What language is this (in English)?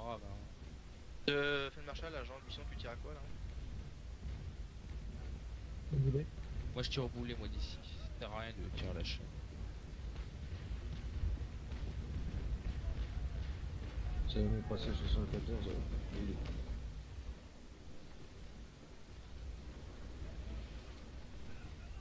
French